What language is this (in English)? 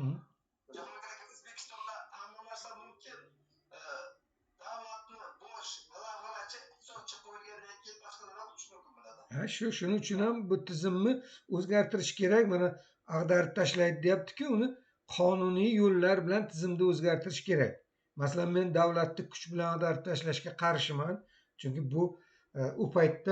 Uzbek